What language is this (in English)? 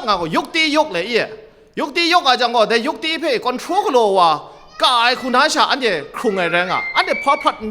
Kachin